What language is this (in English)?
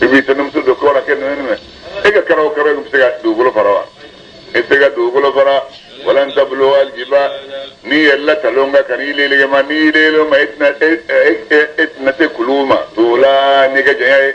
Bambara